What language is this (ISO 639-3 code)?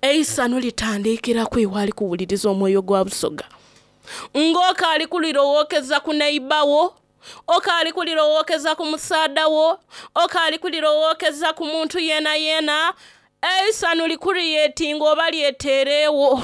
xog